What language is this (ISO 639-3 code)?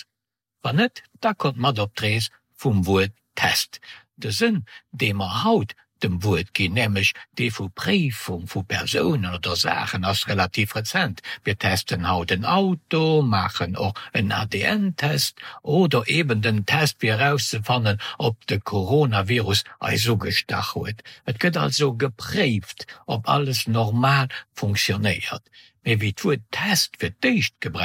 ltz